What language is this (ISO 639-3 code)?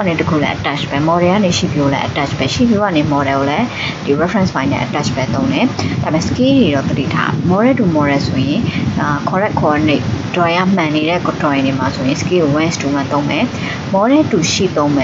mya